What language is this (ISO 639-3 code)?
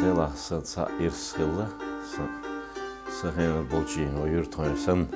che